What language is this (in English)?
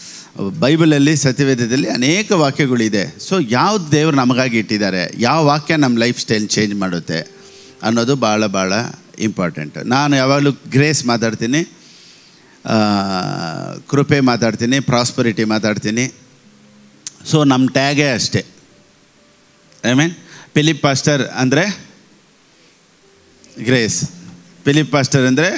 Kannada